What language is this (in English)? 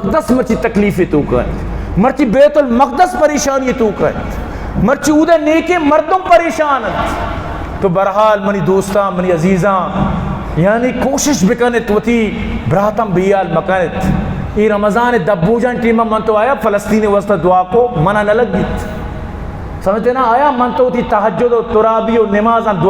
Eastern Balochi